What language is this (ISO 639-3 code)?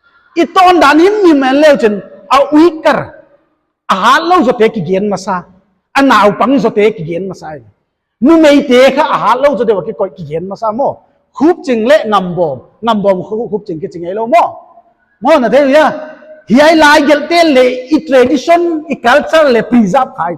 pck